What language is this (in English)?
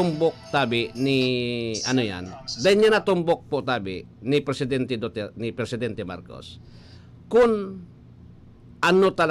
Bikol